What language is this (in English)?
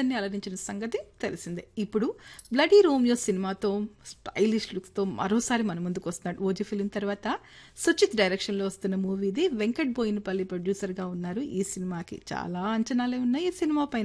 Telugu